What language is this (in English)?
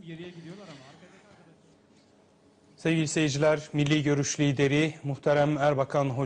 Turkish